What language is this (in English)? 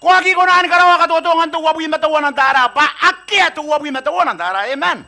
Gilbertese